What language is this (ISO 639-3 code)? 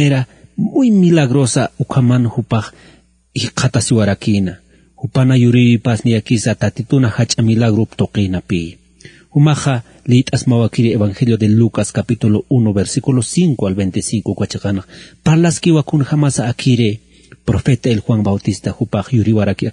aym